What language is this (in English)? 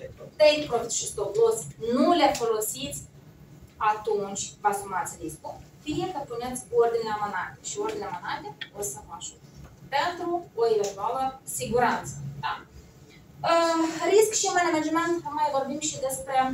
Romanian